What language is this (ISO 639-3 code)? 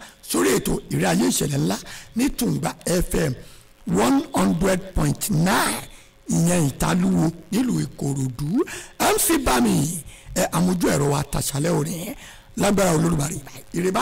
yor